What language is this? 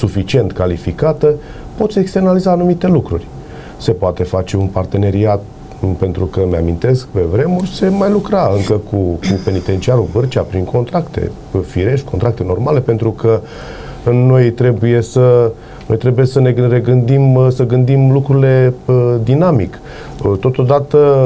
Romanian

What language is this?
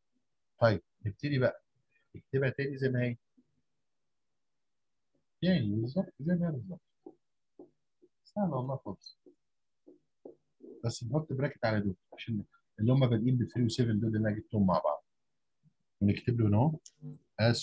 Egyptian Arabic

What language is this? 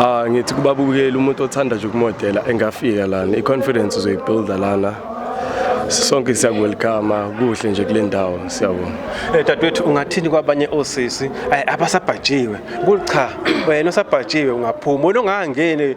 Zulu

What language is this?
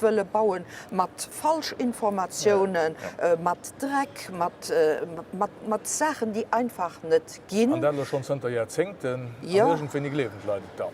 Luxembourgish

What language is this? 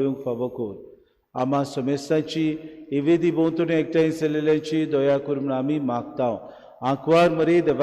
Konkani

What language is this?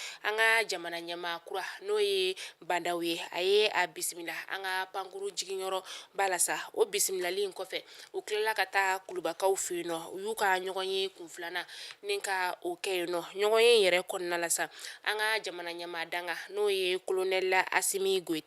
Bambara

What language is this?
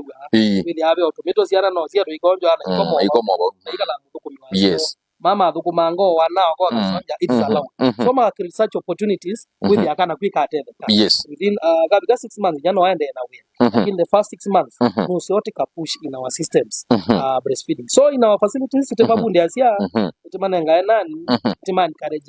Kamba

